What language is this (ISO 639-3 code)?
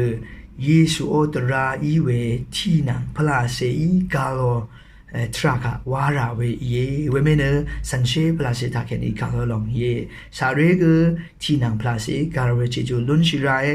raw